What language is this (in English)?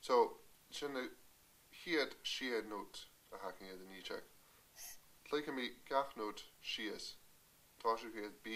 Scottish Gaelic